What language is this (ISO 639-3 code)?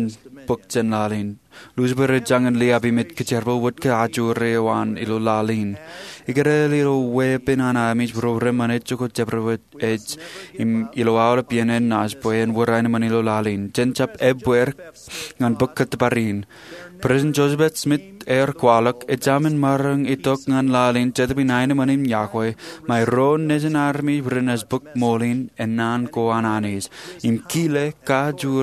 mah